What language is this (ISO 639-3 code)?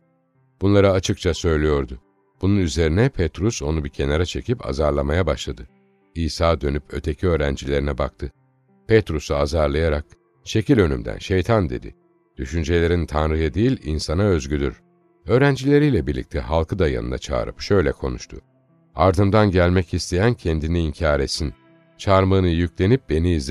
tur